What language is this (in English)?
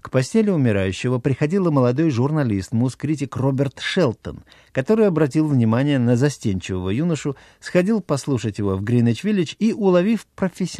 Russian